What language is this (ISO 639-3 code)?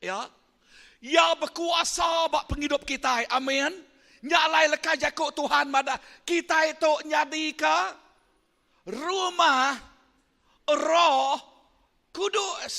iba